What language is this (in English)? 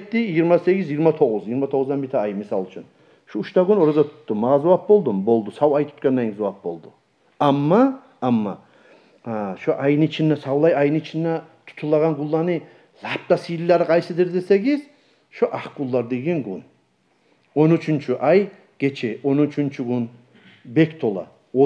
Kumyk